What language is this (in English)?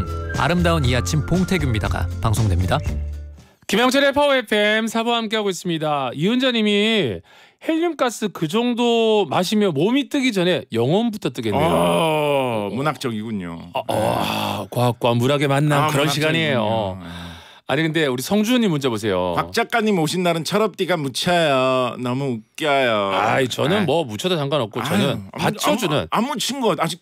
Korean